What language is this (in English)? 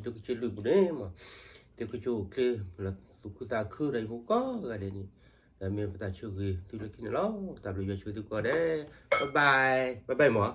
S'gaw Karen